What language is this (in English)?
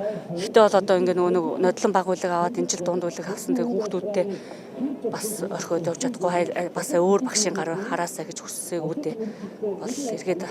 Mongolian